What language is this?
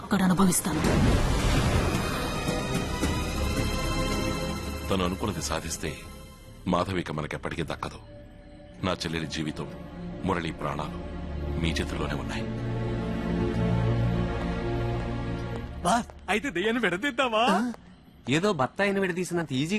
Telugu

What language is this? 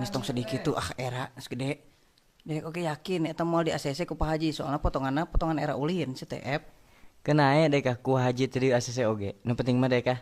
Sundanese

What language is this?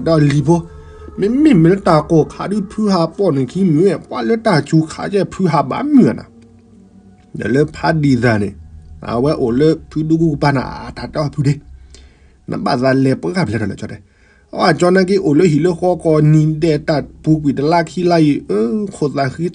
S'gaw Karen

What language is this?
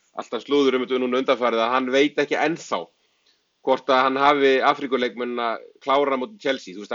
Icelandic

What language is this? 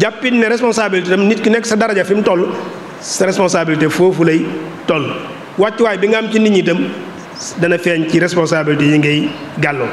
Wolof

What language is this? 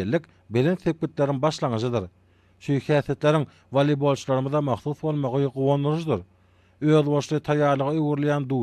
Turkmen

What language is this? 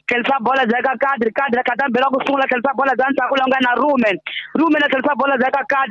Tsonga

